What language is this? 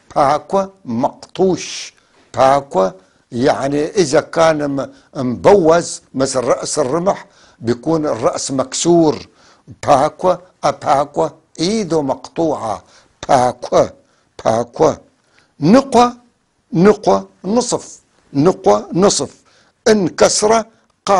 North Levantine Arabic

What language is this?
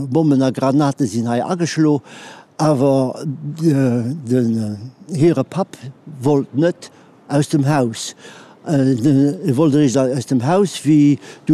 Luxembourgish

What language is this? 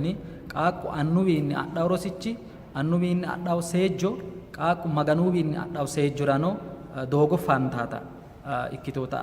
Sidamo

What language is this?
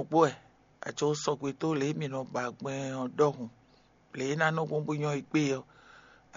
Fon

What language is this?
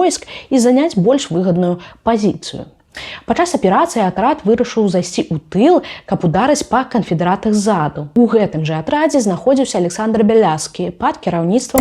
Belarusian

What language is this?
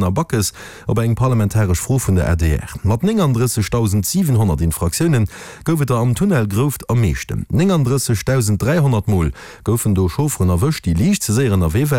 Luxembourgish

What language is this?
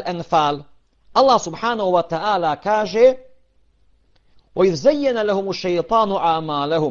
Bosnian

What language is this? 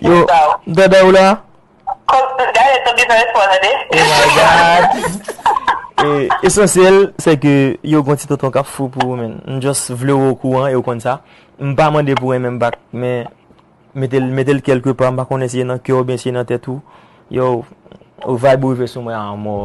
Haitian Creole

